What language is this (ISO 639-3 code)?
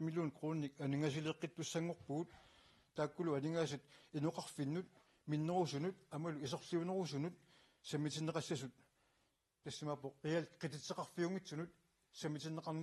kal